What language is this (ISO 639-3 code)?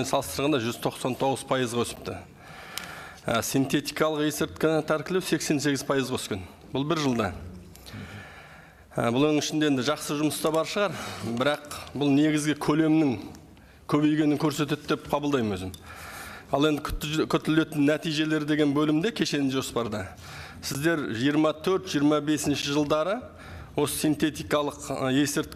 kaz